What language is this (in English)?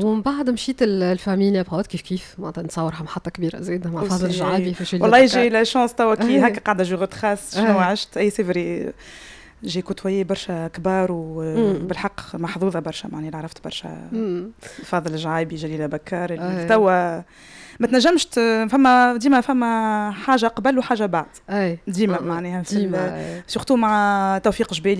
Tunisian Arabic